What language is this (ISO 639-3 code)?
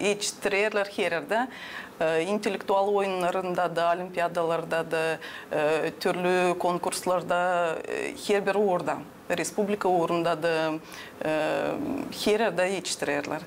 gag